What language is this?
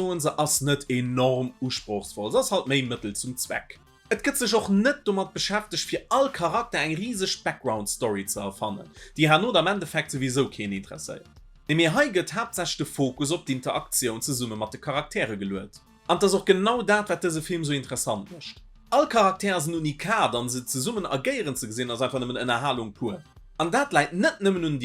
Luxembourgish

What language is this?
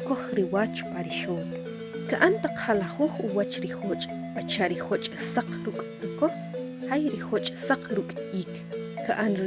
Achi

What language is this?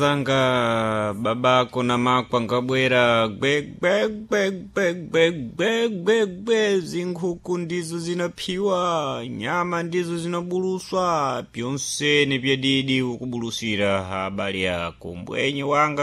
Sena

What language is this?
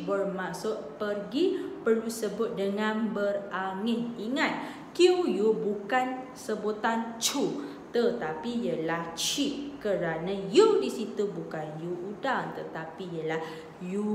Malay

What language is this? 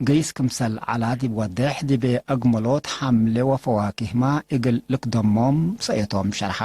Tigre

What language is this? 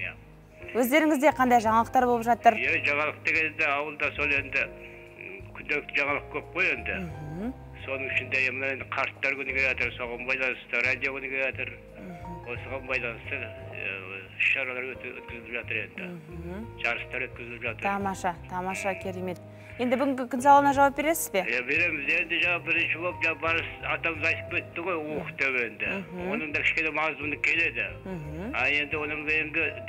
Kazakh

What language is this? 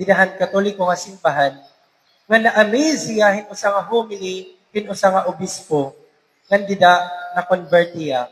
Waray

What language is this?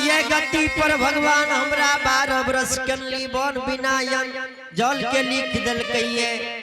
Angika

